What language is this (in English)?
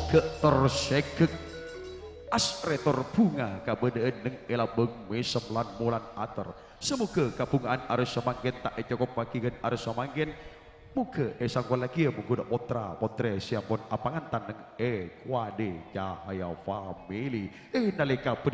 Madurese